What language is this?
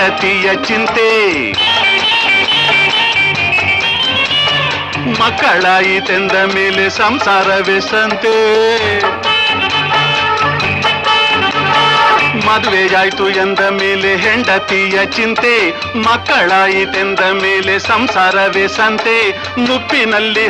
Kannada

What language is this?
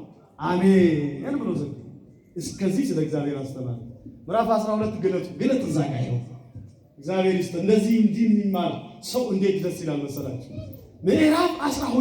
Amharic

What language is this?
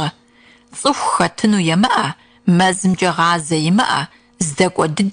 Kabardian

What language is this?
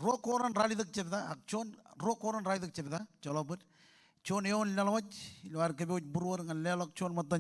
Marshallese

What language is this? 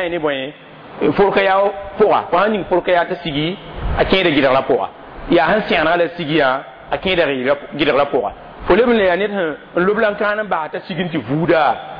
Mossi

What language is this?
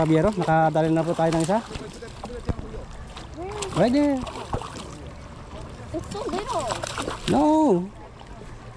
Filipino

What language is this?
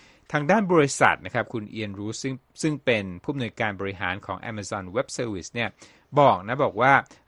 Thai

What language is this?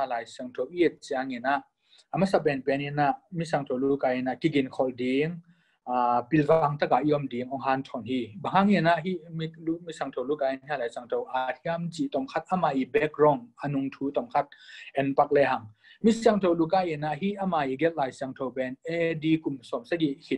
Tedim Chin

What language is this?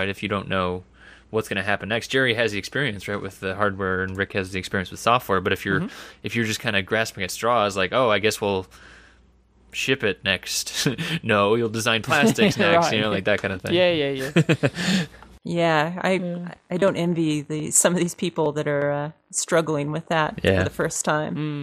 English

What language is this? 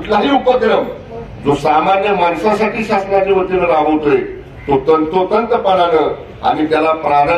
Marathi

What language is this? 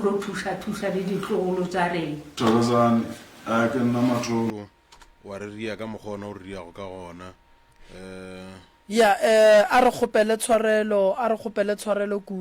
Northern Sotho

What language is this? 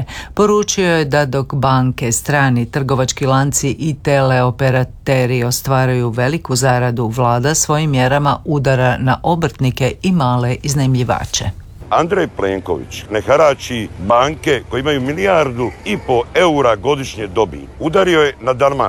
Croatian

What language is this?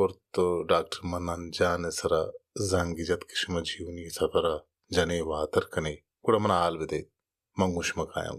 Baluchi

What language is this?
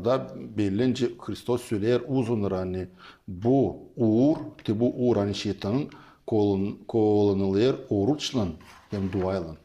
Gagauz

